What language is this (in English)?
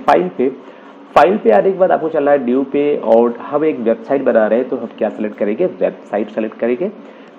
Hindi